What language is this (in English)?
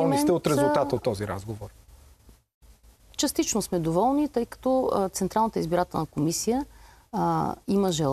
Bulgarian